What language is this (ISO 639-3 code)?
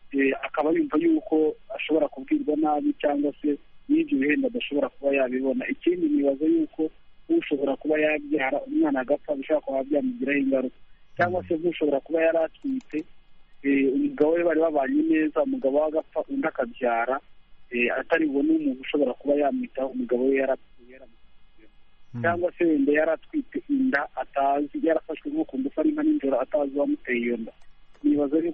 kin